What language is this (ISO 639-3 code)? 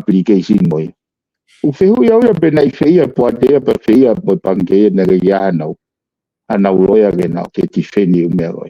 ton